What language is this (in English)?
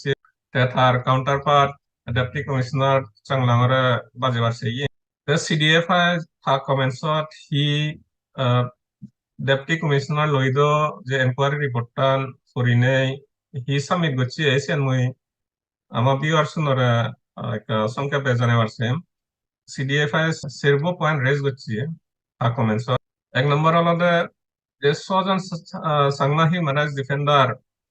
Chakma